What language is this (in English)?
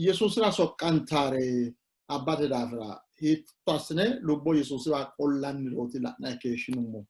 Sidamo